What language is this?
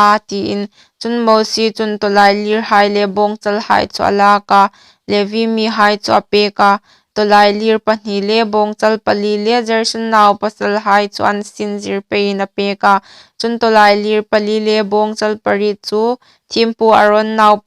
Hmar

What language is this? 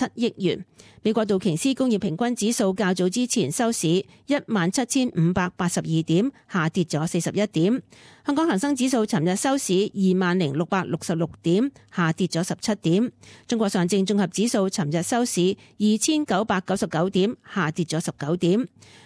Cantonese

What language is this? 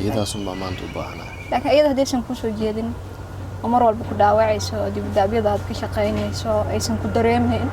Somali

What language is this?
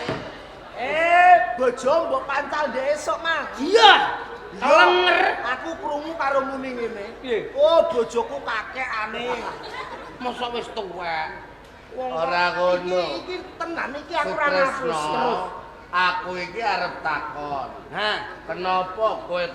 Javanese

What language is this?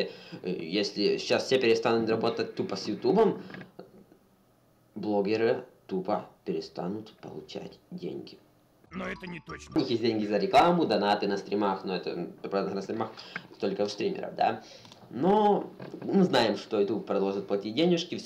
Russian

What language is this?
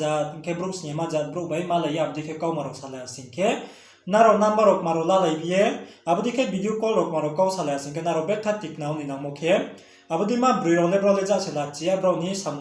Riang (India)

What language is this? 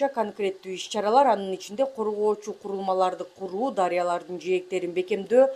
Kyrgyz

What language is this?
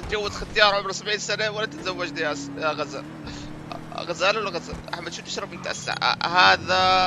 North Levantine Arabic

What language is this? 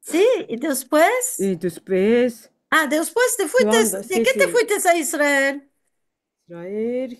Ladino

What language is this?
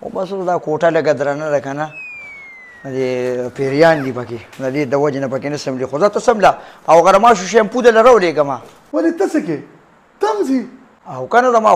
Pashto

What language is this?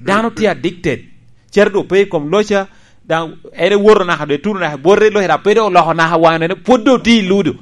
Lango (Uganda)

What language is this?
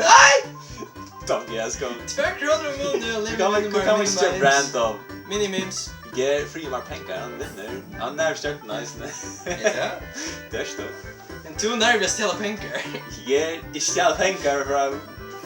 Faroese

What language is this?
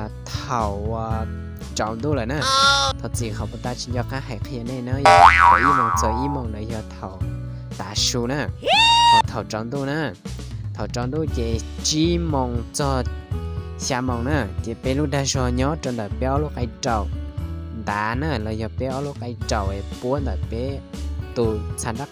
Hmong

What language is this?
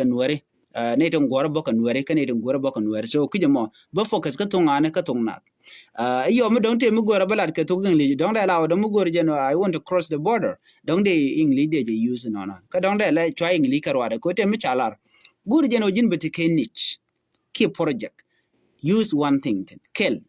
Nuer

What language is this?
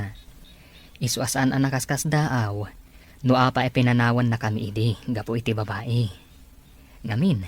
Iloko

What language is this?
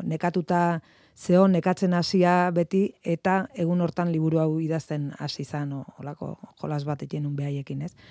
Basque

